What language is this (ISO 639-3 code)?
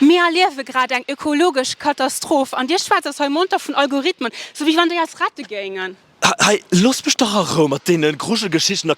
ltz